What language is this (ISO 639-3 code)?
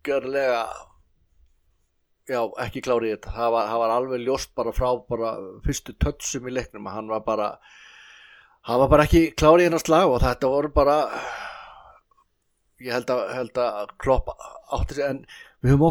isl